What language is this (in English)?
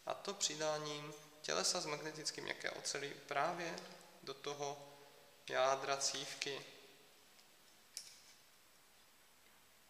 Czech